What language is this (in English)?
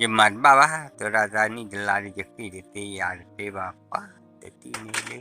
S'gaw Karen